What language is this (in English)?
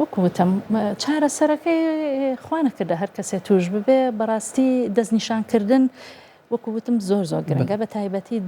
Central Kurdish